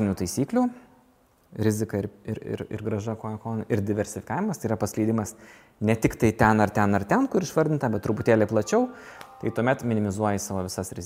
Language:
Lithuanian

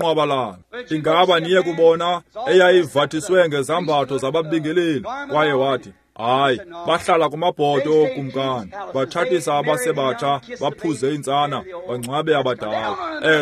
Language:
Xhosa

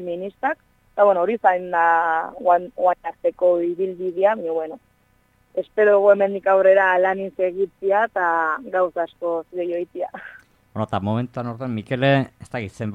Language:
Basque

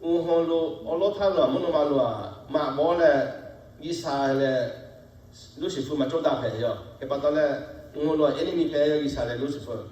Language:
Lahu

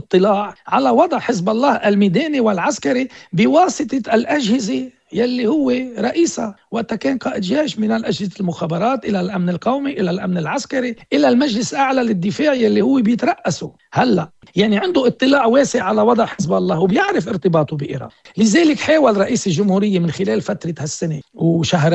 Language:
North Levantine Arabic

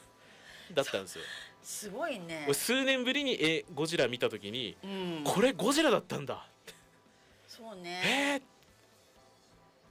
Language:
Japanese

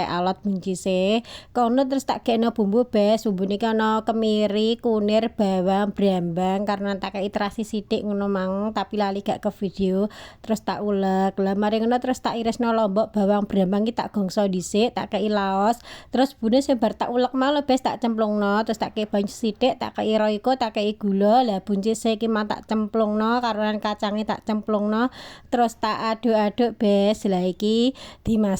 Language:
Javanese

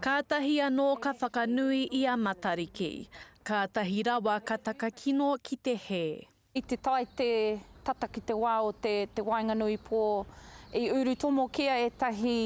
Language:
Māori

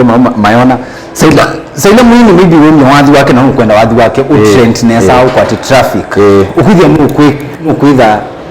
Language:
Kamba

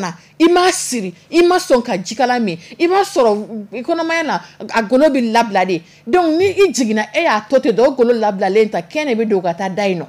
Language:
Dyula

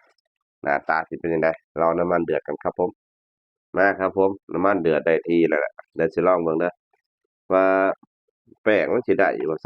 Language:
Northeastern Thai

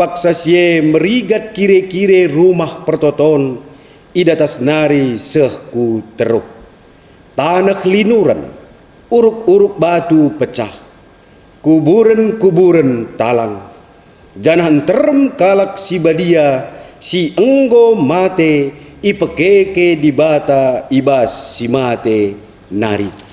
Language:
Batak Karo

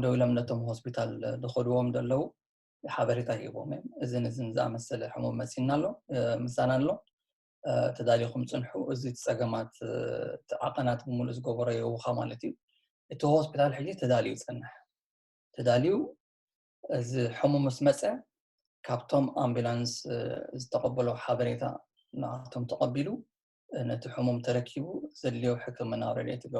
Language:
Tigrinya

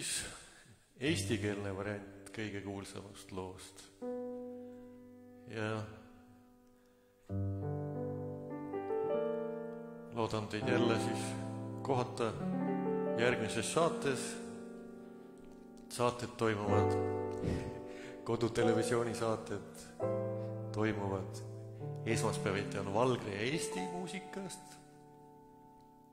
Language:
Estonian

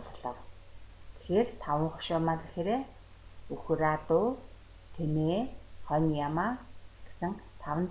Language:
Mongolian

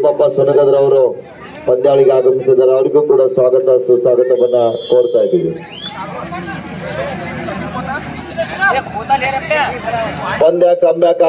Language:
Kannada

